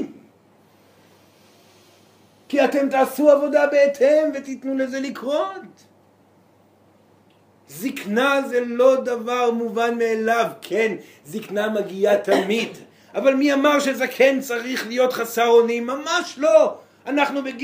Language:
Hebrew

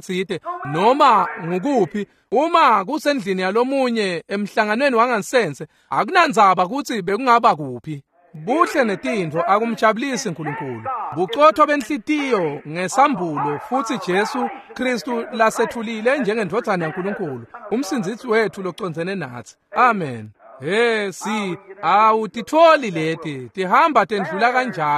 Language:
Swati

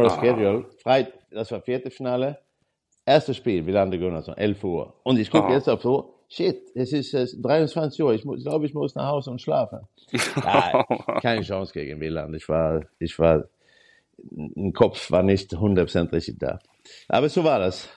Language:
German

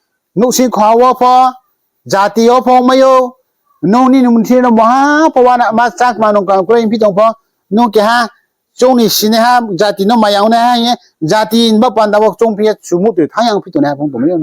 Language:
Riang (India)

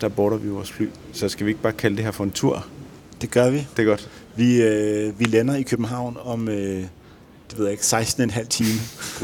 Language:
Danish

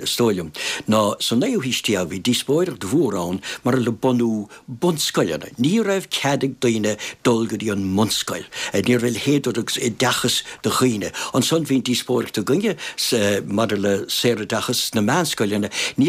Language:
Irish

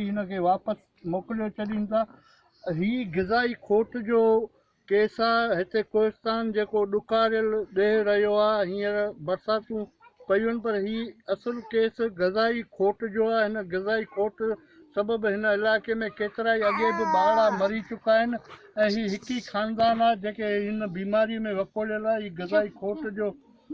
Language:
Sindhi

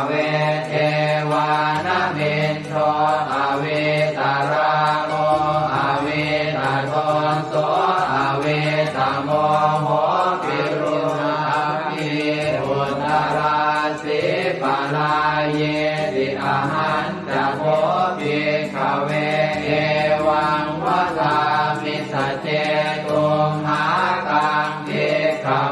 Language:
Pali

